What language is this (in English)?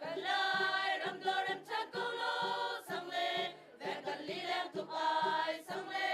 Hakha Chin